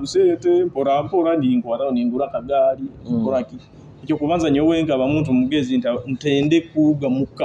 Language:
Nyoro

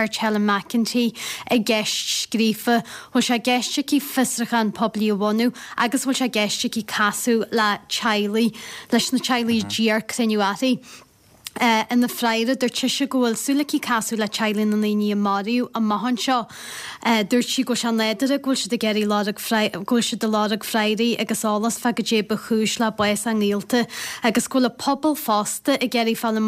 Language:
Irish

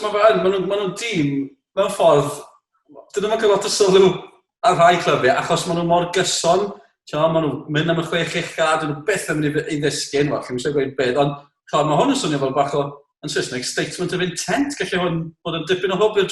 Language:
Welsh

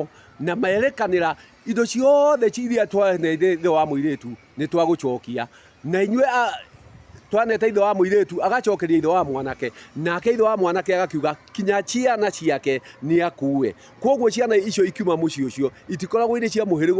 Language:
Kikuyu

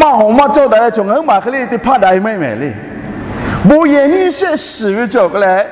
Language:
Lahu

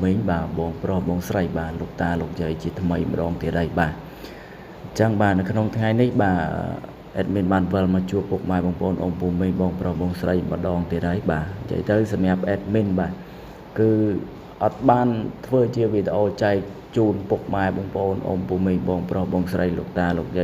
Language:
Khmer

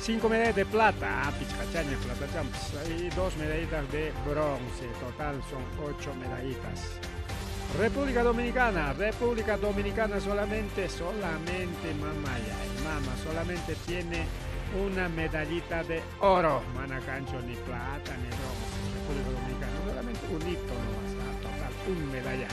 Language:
Ayacucho Quechua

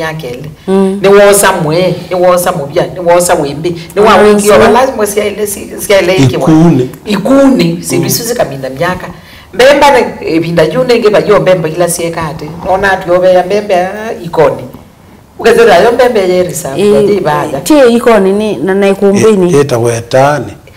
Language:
Kamba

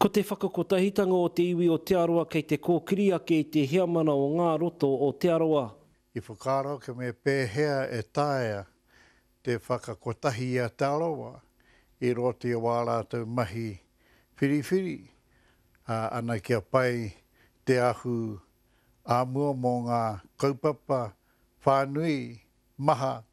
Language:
Māori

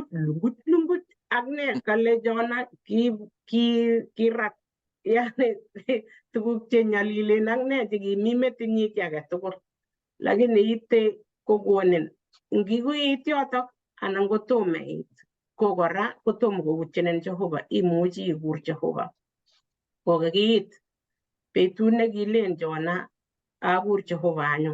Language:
Kalenjin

